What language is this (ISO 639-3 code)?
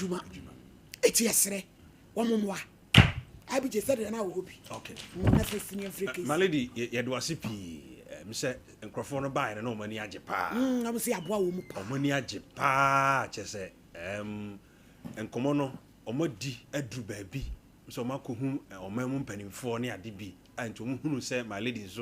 aka